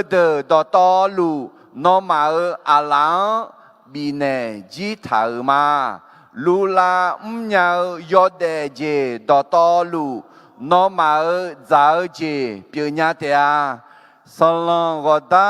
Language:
Akha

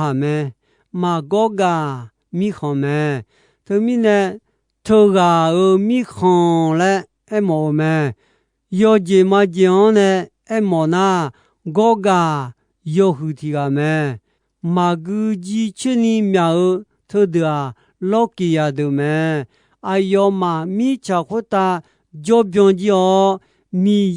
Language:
Akha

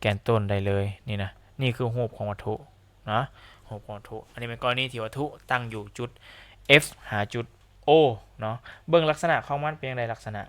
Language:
Lao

